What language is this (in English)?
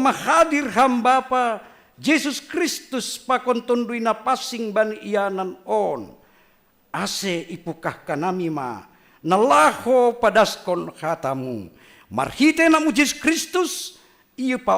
Batak Simalungun